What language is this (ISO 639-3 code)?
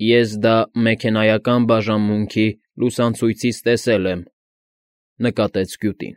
hye